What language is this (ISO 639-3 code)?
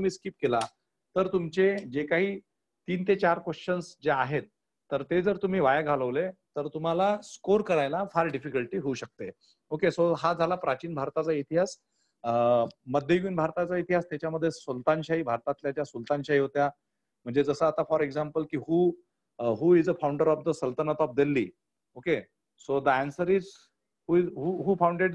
mar